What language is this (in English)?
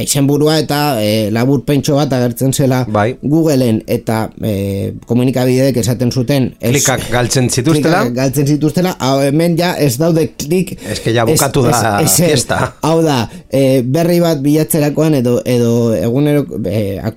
Basque